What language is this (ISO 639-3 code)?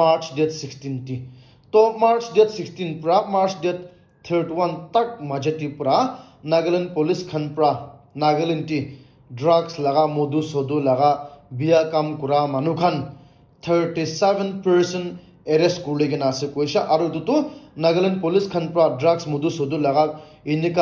nag